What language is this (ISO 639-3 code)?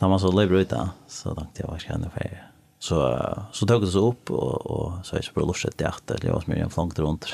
fao